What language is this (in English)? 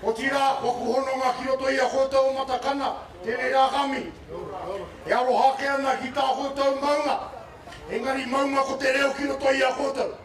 Māori